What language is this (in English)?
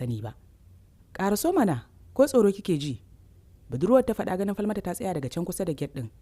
Hausa